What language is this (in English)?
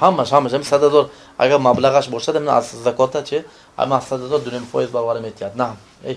Tajik